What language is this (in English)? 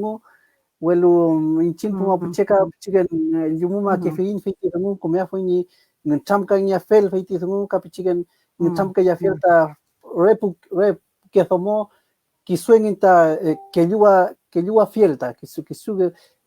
Mapuche